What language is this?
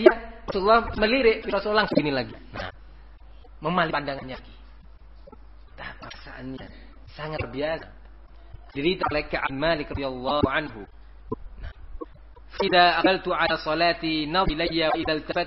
Indonesian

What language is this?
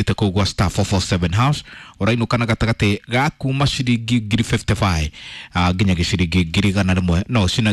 Kikuyu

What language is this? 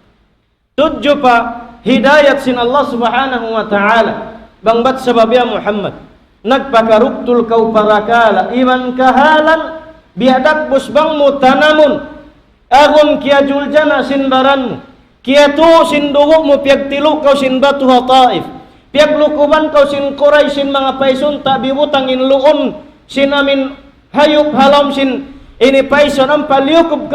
Tausug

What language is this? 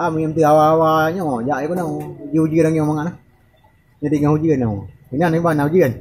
Achinese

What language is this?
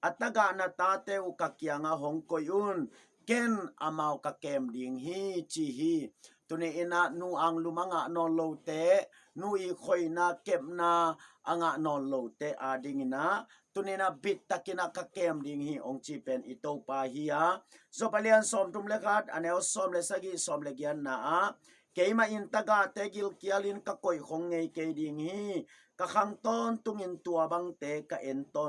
Tedim Chin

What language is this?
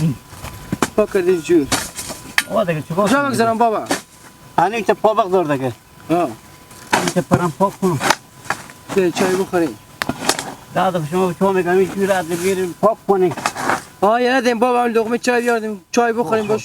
Hazaragi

